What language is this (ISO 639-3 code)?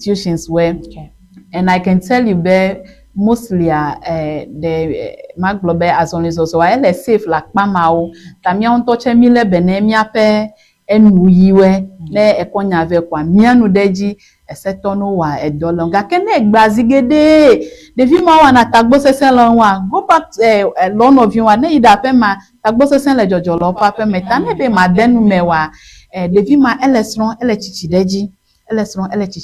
ewe